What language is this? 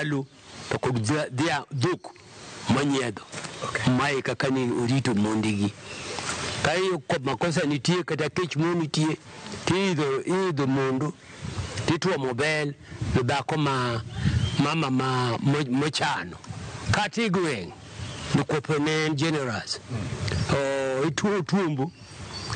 Luo (Kenya and Tanzania)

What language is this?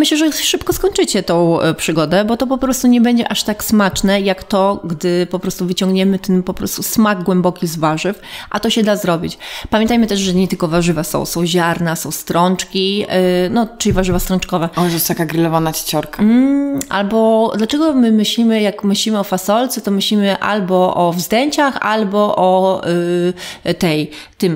Polish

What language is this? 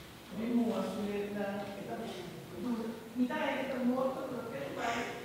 Papiamento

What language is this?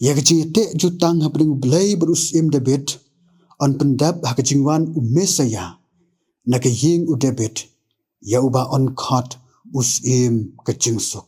Khasi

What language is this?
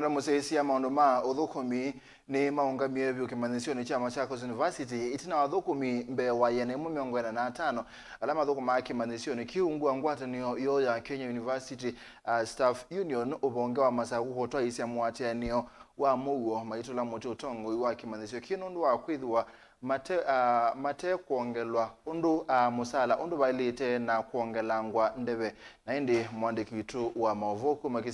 Kamba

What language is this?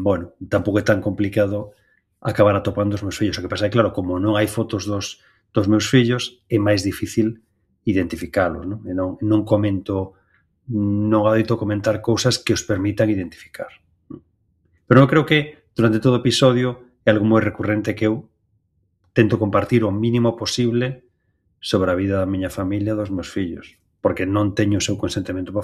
Galician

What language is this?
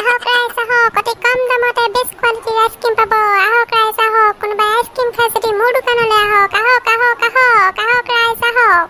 Assamese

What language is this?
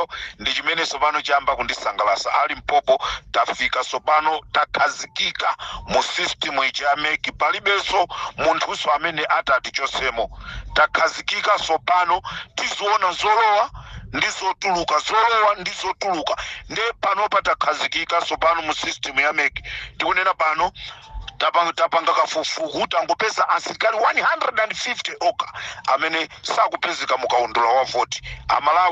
Nyanja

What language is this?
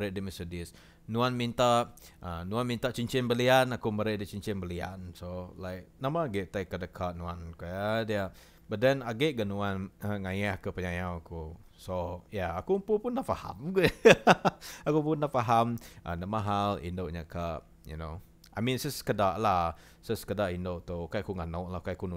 Iban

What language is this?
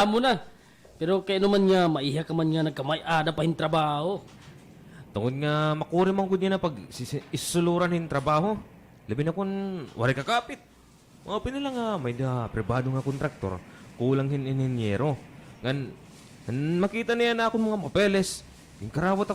Waray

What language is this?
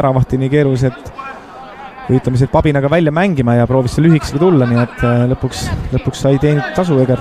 Estonian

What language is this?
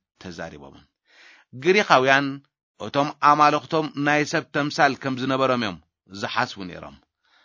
Tigrinya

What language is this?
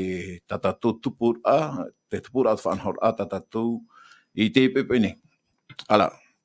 Tahitian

